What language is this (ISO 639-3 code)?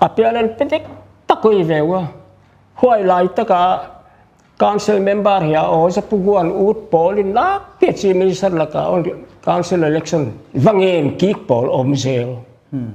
pck